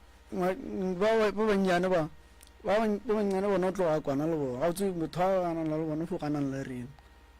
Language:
Northern Sotho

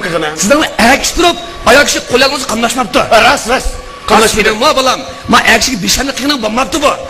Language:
Uyghur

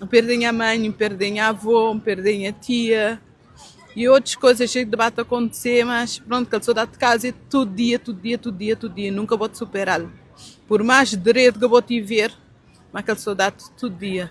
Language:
Kabuverdianu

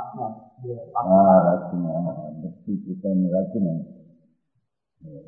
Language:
Gujarati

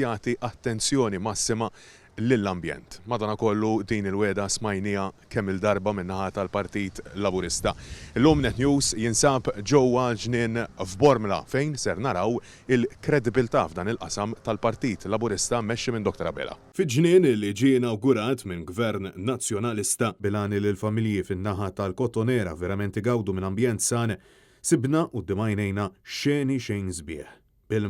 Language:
Maltese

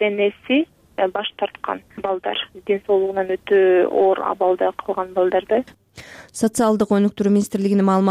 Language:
Kyrgyz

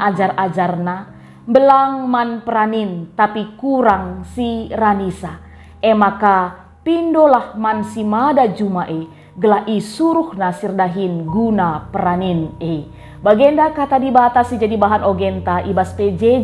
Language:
Batak Karo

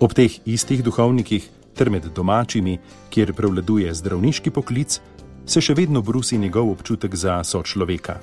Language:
Slovenian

